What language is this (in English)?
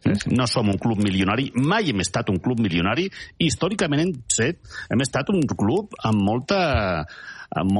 Catalan